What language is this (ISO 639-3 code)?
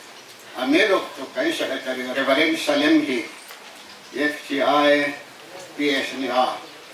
hmr